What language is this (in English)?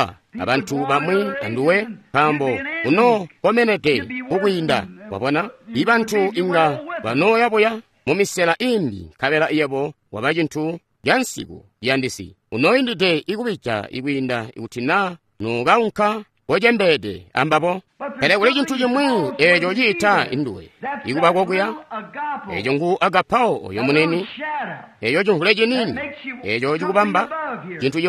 Tonga (Zambia)